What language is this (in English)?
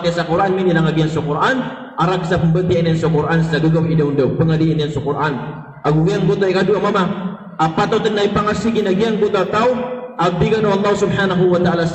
Maranao